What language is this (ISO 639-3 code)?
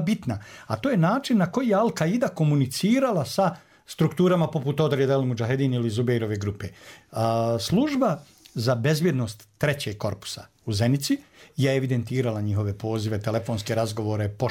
bos